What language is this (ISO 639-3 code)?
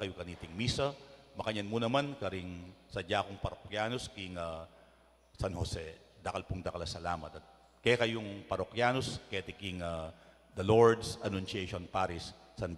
pam